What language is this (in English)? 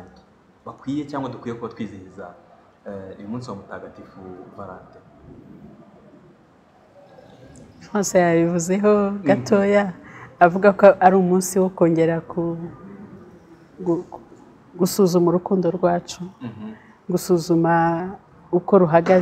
Kinyarwanda